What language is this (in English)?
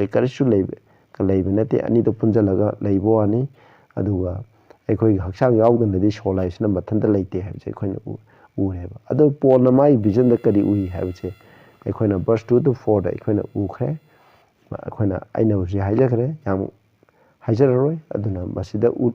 Manipuri